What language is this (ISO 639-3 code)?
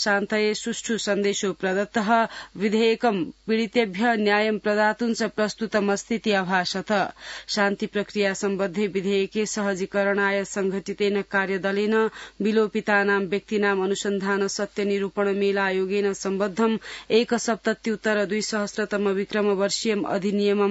san